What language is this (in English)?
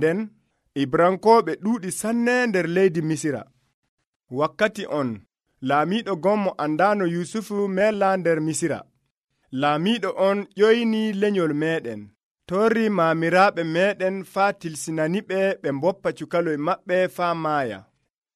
Nigerian Fulfulde